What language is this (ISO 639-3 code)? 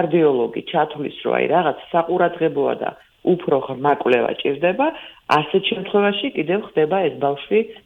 kat